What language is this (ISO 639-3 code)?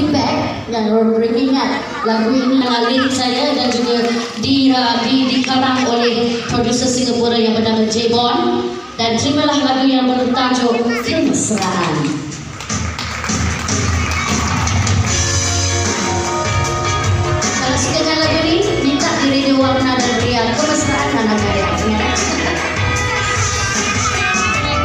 msa